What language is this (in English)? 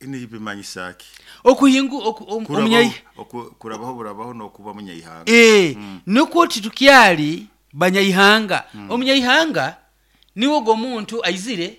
Nyoro